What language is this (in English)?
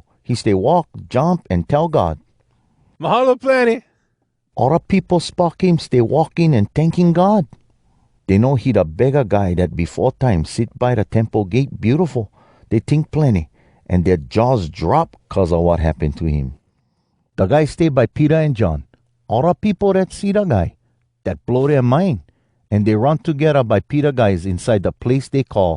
Hawai'i Creole English